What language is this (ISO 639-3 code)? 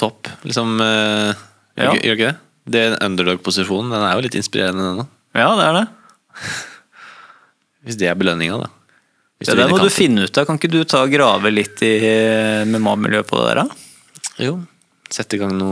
nor